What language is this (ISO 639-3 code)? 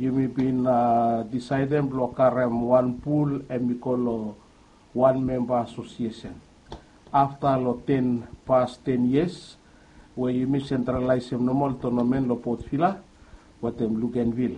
bis